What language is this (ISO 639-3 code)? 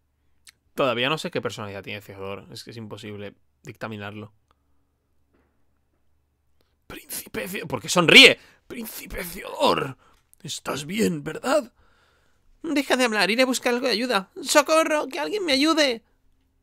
spa